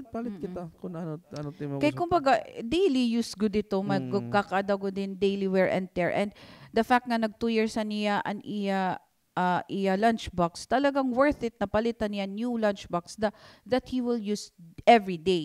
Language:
Waray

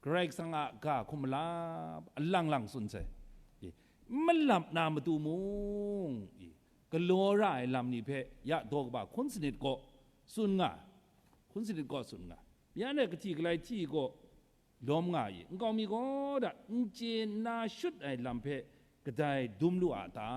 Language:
Kachin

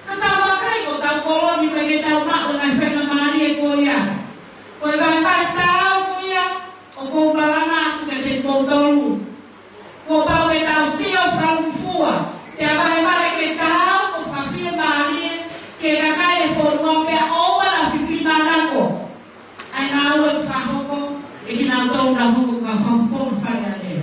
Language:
Tongan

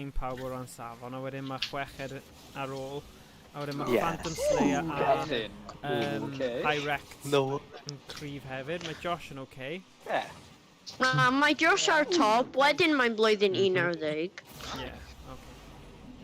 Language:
Welsh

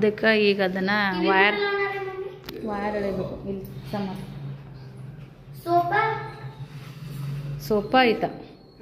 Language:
Kannada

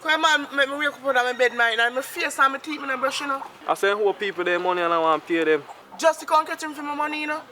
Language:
Jamaican Creole English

